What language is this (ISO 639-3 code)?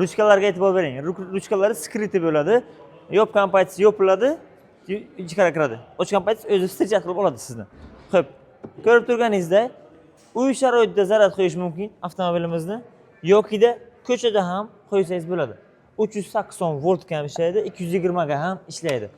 uzb